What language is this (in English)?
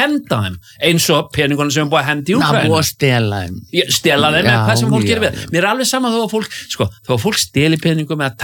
Icelandic